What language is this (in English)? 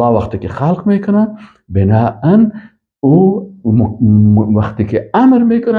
Persian